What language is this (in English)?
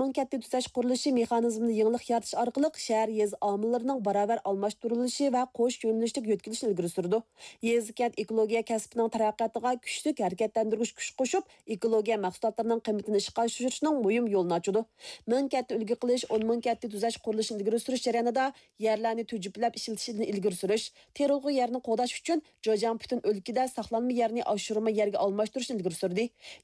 Uyghur